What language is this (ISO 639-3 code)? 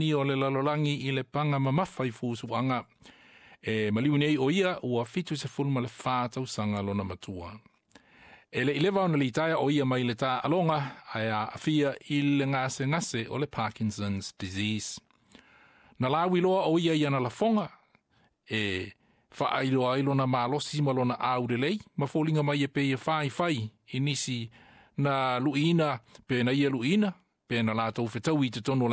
smo